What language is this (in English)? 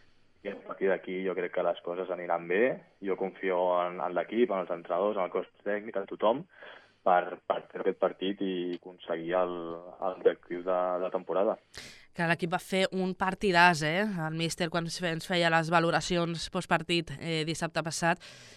Catalan